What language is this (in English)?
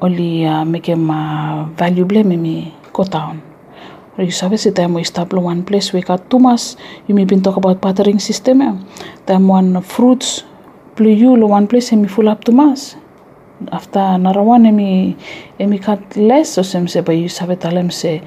Bislama